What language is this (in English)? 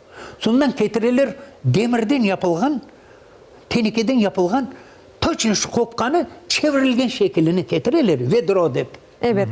Crimean Tatar